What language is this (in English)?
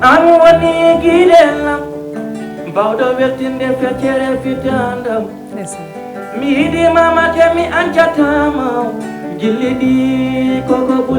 Fula